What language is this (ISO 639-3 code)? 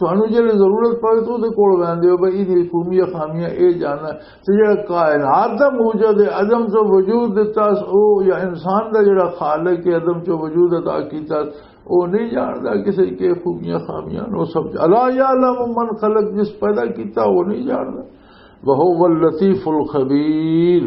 lah